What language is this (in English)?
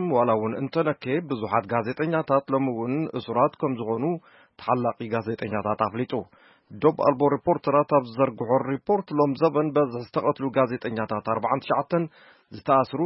Tigrinya